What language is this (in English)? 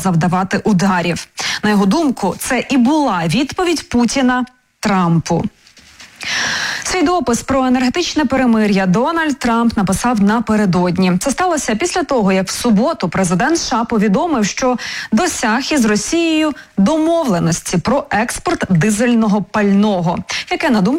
Ukrainian